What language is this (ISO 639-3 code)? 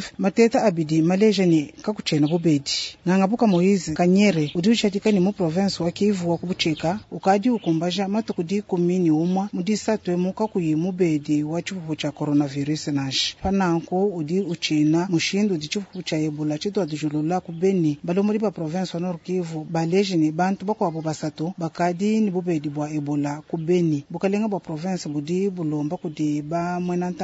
lua